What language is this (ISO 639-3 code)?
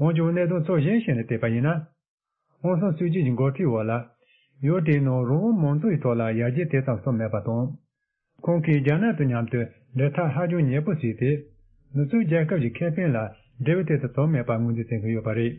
bod